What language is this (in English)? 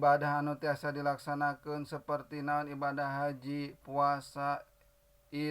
Sundanese